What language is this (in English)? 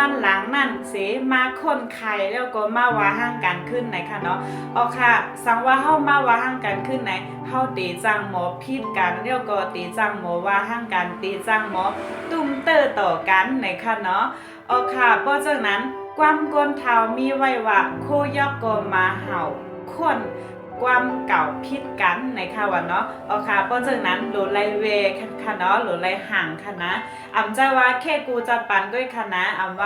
Shan